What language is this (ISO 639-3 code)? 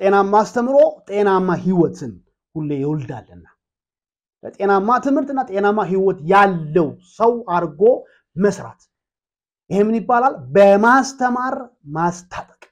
amh